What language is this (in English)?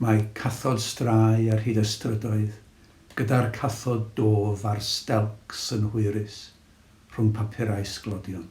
Welsh